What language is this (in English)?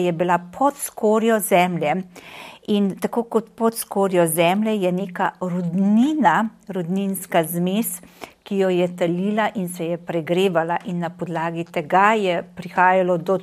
Slovenian